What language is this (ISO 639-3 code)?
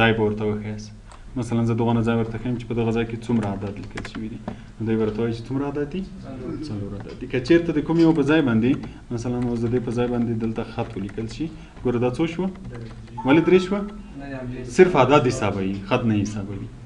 pus